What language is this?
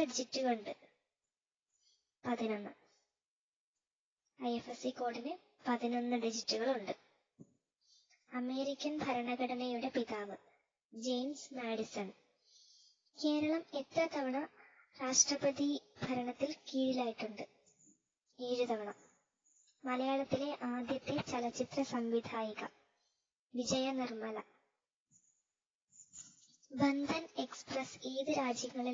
Malayalam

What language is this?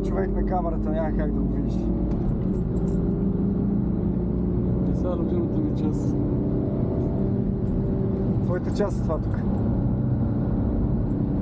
Bulgarian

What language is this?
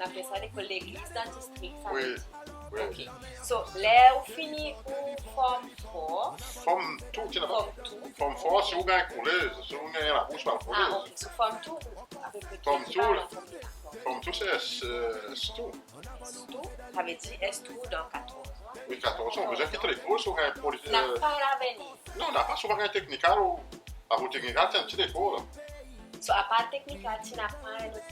Seselwa Creole French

